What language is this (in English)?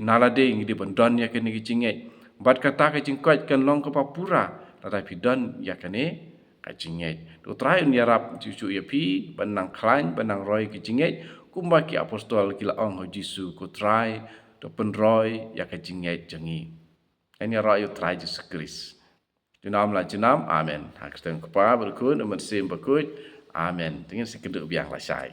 Khasi